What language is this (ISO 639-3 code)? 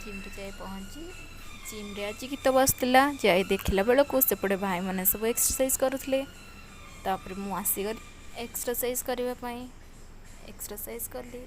ori